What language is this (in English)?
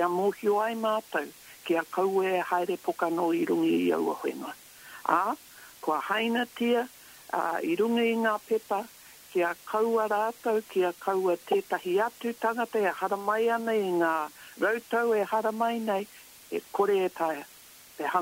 Māori